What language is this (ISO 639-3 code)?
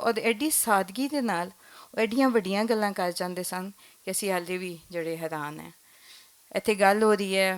lah